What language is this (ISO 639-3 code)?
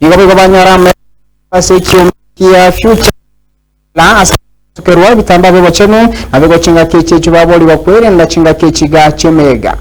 guz